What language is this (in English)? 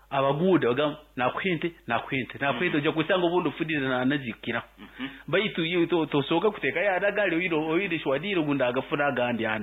Nyankole